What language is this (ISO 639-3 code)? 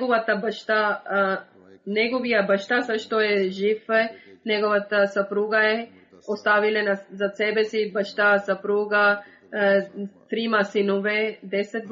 bul